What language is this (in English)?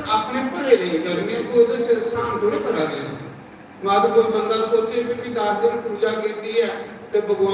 Dogri